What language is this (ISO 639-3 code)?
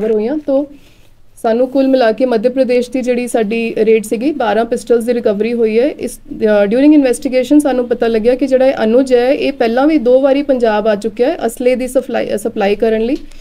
pan